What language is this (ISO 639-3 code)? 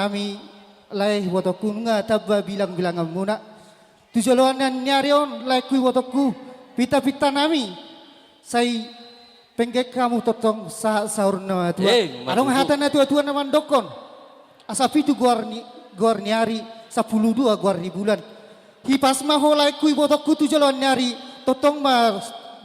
bbc